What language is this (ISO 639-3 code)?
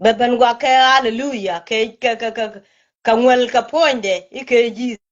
nus